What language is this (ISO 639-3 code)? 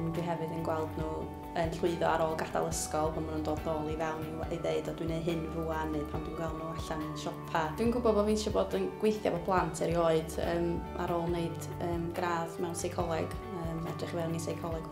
cym